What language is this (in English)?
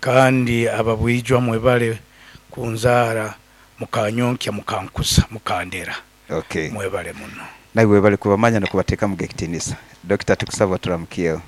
Nyoro